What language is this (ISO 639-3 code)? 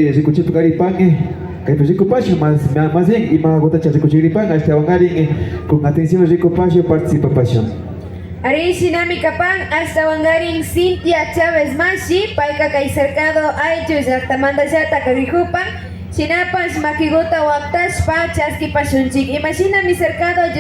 qvi